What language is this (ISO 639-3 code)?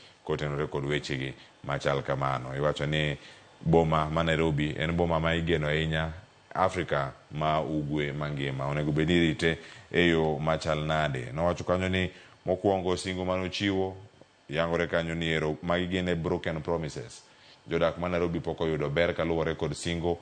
luo